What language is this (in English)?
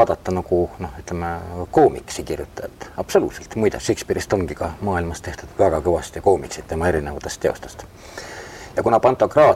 Estonian